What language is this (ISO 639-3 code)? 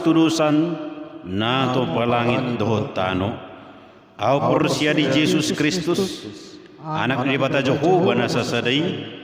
bbc